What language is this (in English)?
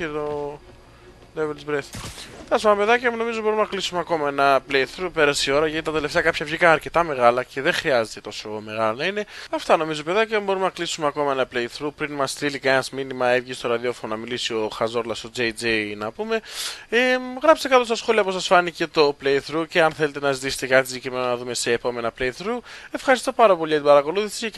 Greek